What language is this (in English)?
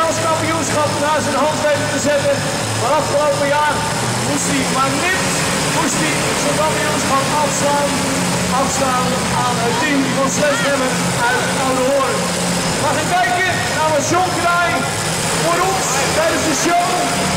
Dutch